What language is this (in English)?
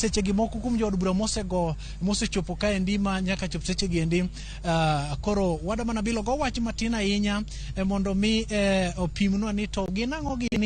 Luo (Kenya and Tanzania)